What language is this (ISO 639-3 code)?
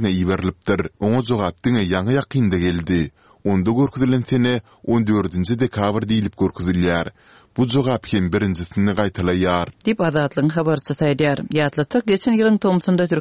tuk